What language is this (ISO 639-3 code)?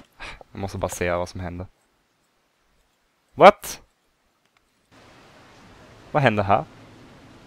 swe